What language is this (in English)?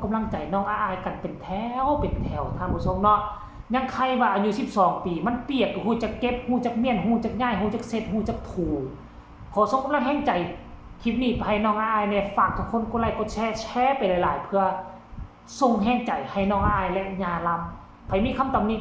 Northeastern Thai